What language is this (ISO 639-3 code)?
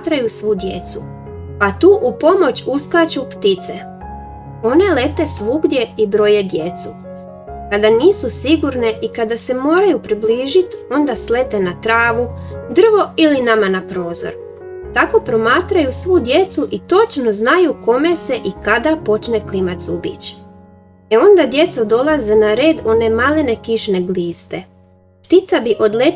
hrv